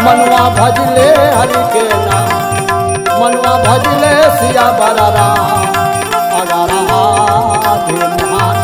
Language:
Chhattisgarhi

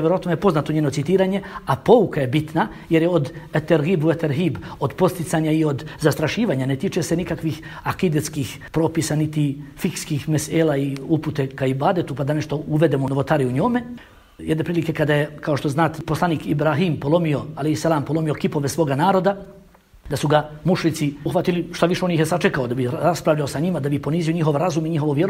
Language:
Bosnian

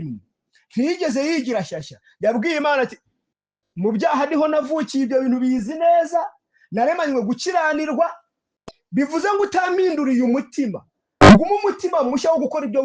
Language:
Kinyarwanda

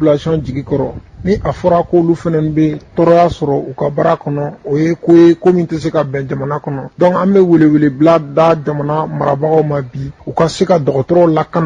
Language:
Bambara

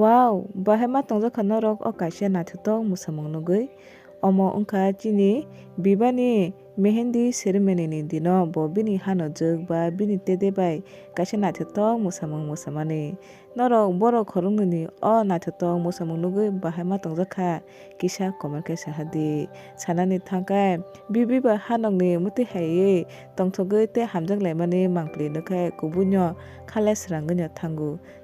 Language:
Kok Borok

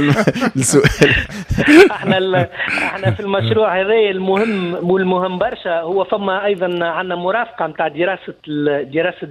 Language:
Tunisian Arabic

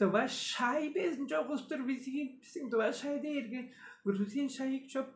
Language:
Tuvinian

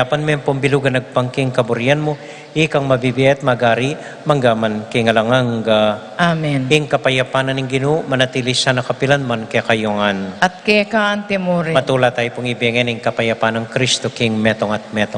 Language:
Pampanga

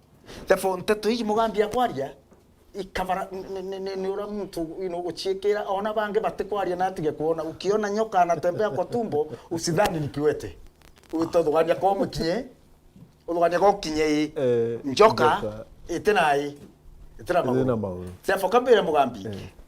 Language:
Meru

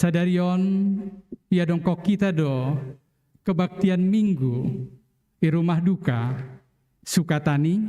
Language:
Batak Simalungun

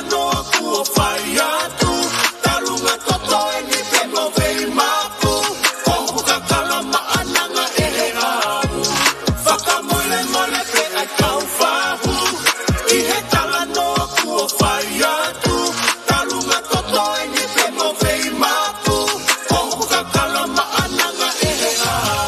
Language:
Tongan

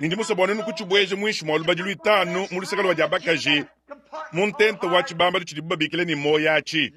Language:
Luba-Lulua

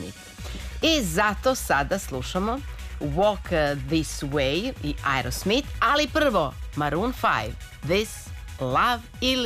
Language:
Serbian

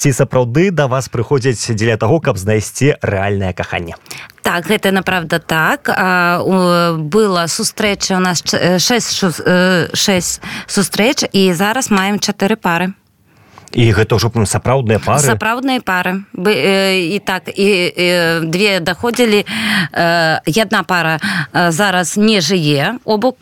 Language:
Belarusian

